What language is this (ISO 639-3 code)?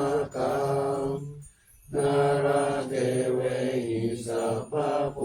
pli